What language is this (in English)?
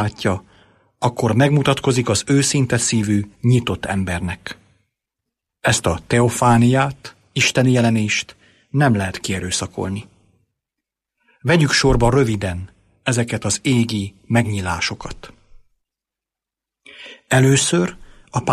Hungarian